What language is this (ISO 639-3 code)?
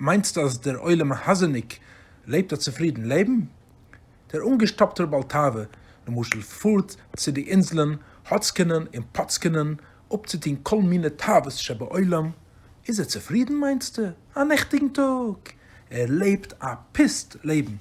yid